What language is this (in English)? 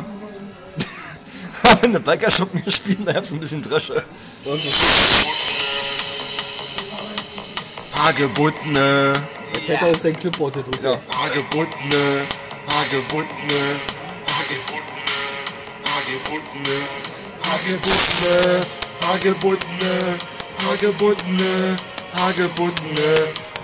German